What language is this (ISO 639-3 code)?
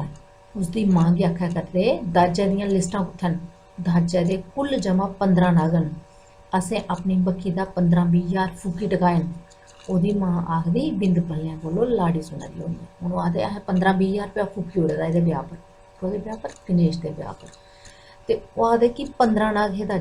doi